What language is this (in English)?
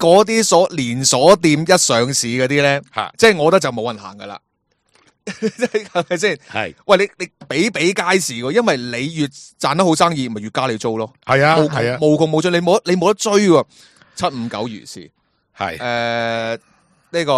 Cantonese